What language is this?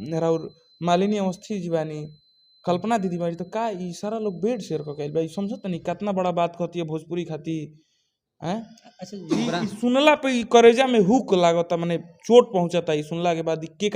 Bhojpuri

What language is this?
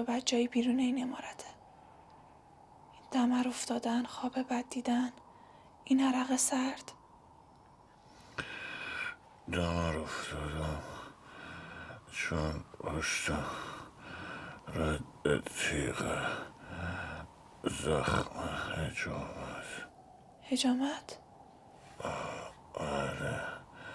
Persian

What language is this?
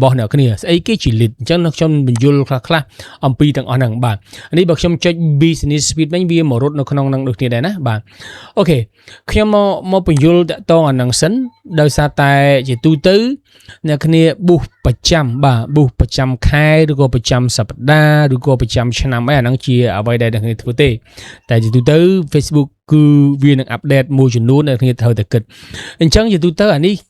Khmer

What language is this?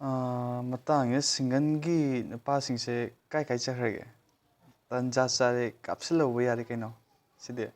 Manipuri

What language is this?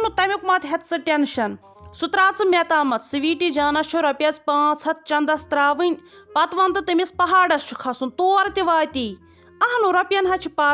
Kashmiri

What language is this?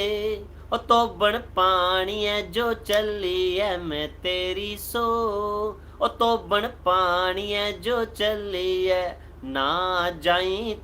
Dogri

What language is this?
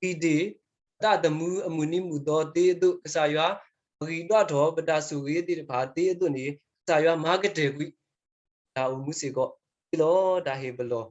S'gaw Karen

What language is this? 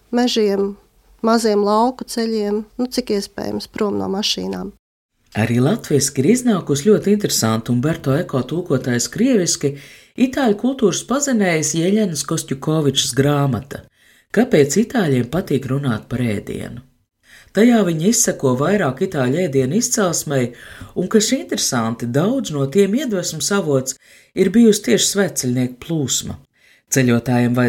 Latvian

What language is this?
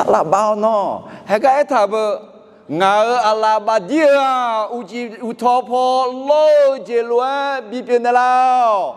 Akha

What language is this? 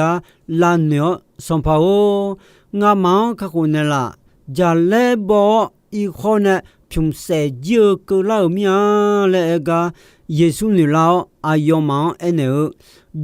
Akha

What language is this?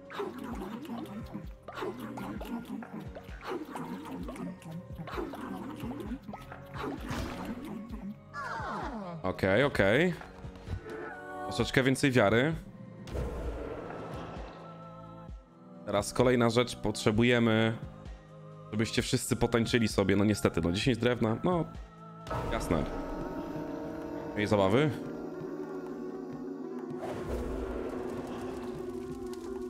Polish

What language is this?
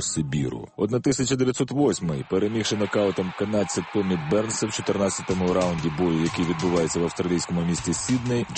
Ukrainian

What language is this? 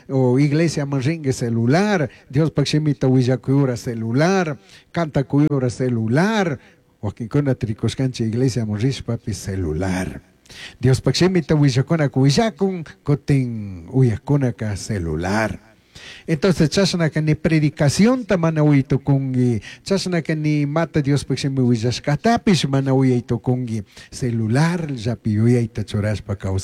Chimborazo Highland Quichua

